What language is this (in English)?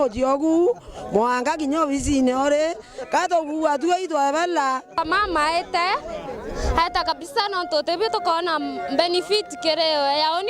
Meru